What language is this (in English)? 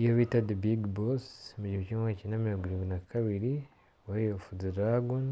Kinyarwanda